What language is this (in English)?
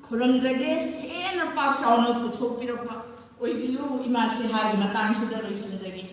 Manipuri